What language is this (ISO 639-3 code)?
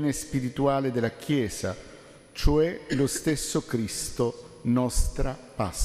ita